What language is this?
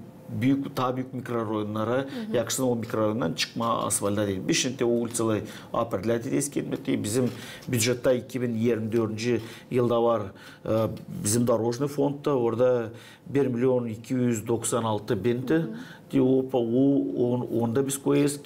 Gagauz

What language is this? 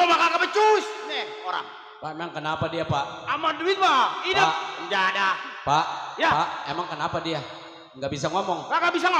Betawi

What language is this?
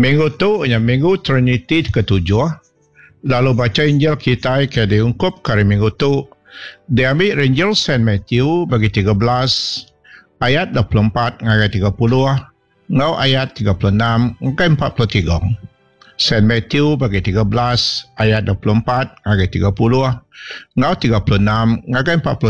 Iban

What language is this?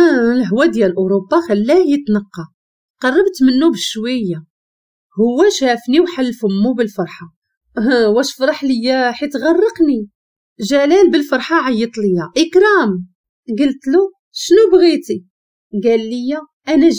Moroccan Arabic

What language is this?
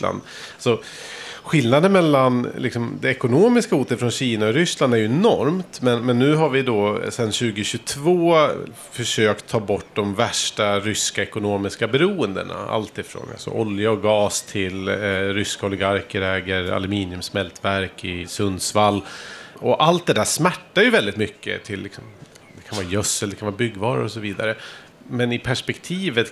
Swedish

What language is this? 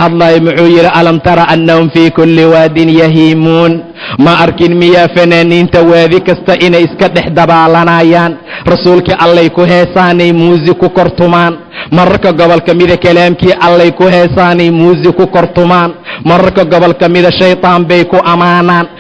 Somali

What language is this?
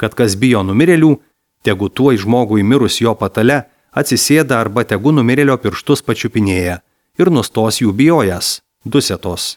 Lithuanian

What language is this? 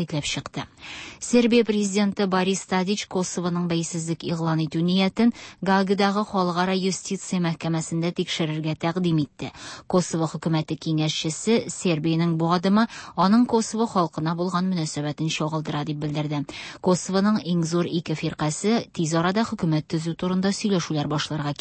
Tatar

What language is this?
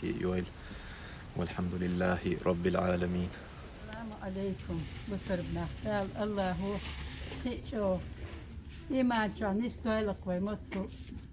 Chechen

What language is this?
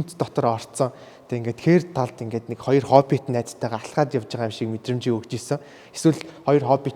Mongolian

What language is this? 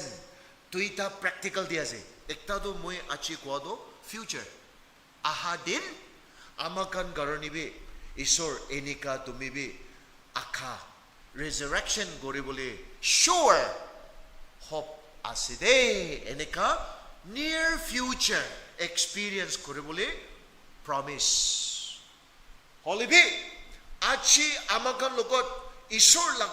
Naga Pidgin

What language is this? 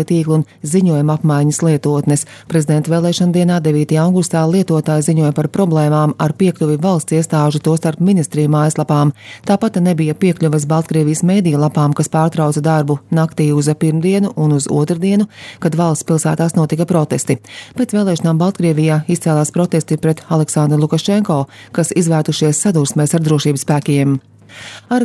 Latvian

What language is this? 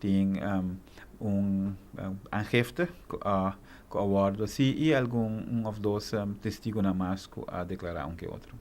Papiamento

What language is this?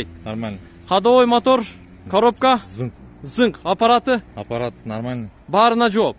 Kyrgyz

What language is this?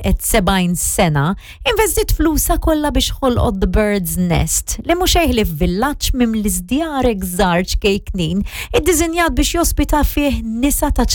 Maltese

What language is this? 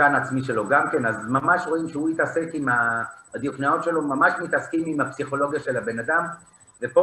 Hebrew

